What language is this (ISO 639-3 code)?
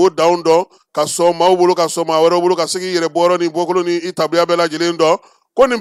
bam